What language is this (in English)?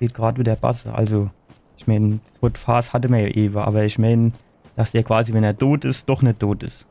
Palatine German